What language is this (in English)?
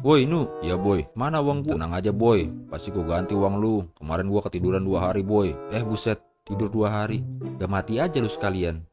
Betawi